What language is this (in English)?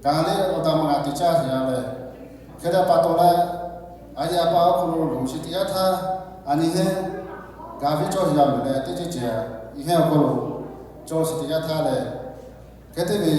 Lahu